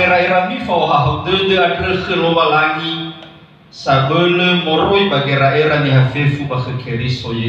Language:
Nias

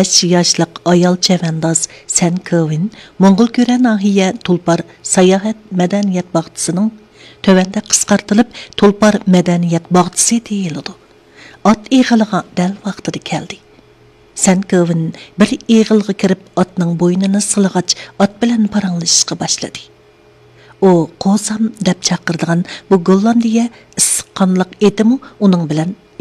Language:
Uyghur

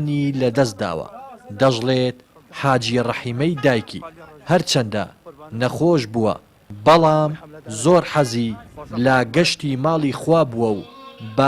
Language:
Central Kurdish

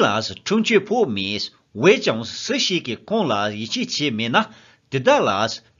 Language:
Tibetan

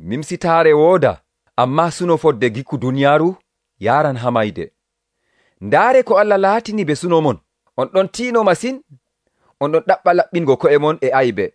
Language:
Nigerian Fulfulde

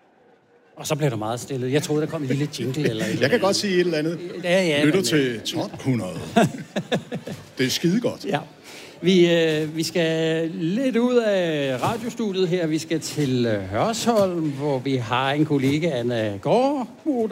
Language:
Danish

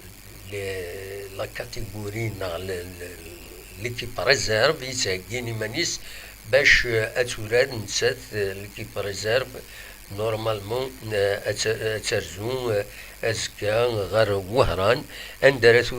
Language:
Kabyle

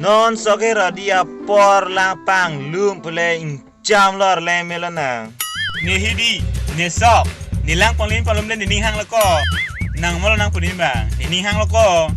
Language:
Karbi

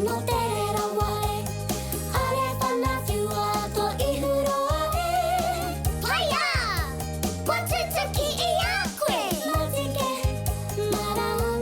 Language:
Māori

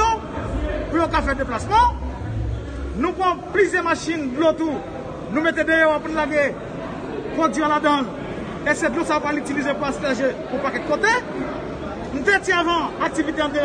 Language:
Haitian Creole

